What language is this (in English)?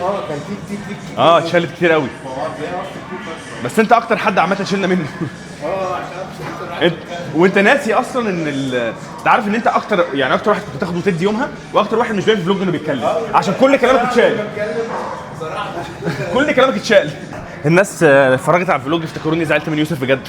Egyptian Arabic